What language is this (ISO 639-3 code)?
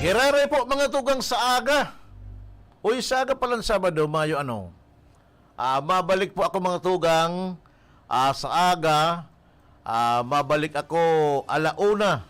bik